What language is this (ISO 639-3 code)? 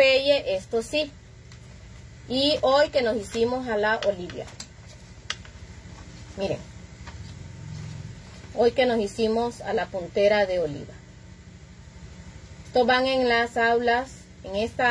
spa